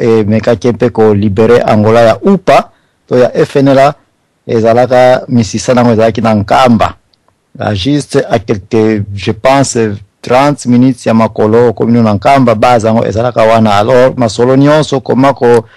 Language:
Lingala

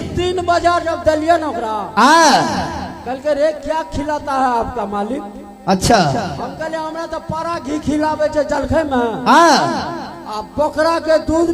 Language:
Maithili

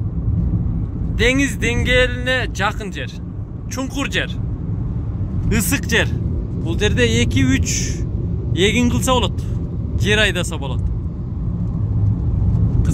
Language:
Kyrgyz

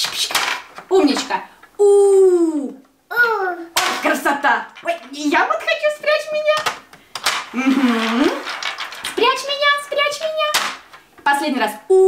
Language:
Russian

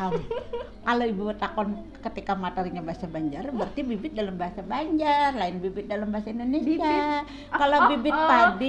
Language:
Banjar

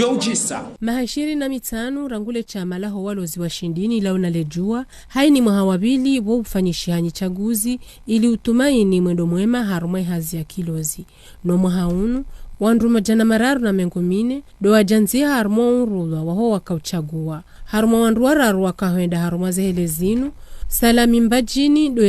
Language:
Ngazidja Comorian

